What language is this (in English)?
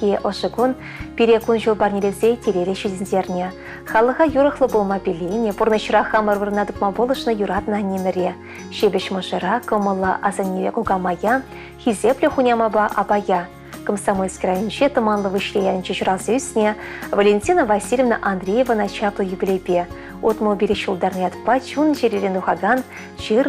Chuvash